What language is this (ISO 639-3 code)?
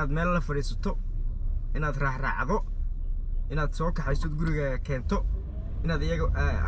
som